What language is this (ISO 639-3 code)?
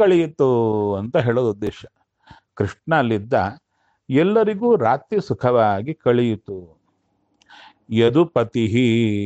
kan